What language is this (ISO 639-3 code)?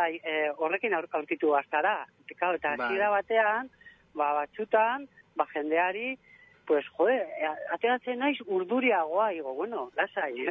eus